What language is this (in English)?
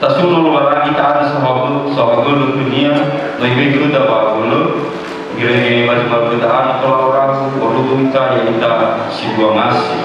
Nias